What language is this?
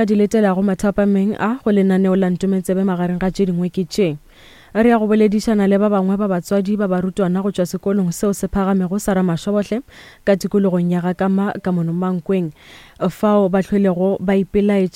Northern Sotho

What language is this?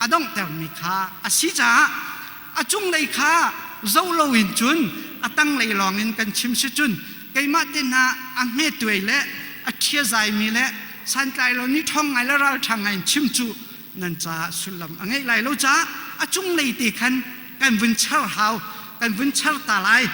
Hakha Chin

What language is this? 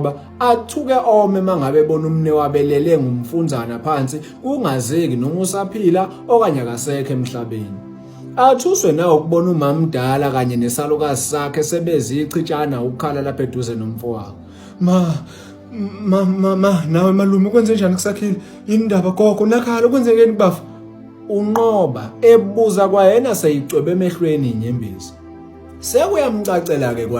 Zulu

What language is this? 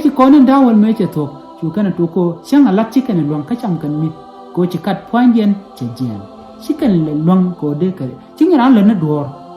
Nuer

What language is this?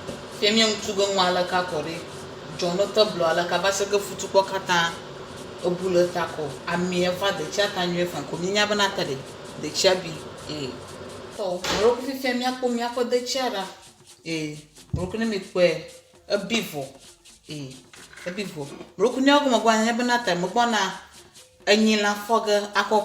Ewe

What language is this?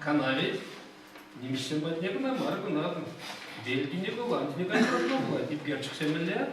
Chuvash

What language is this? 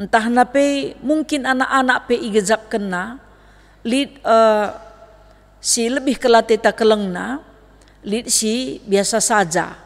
Batak Karo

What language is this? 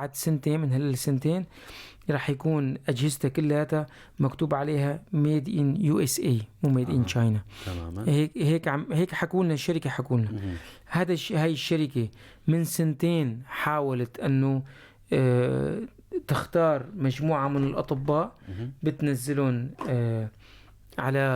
North Levantine Arabic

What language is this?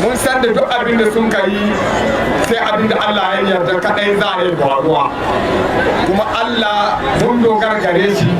Hausa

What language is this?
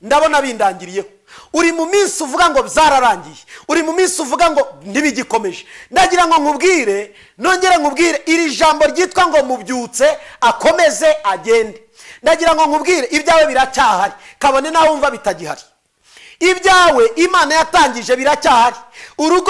Kinyarwanda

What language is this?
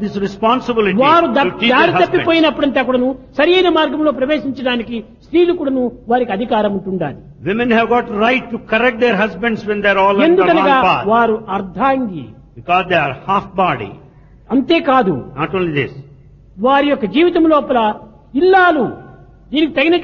Telugu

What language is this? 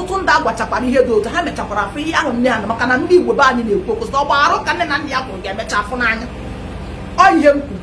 Igbo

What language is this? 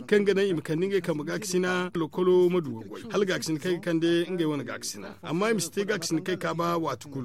Zarma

